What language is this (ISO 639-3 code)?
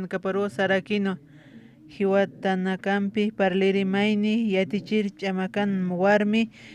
aym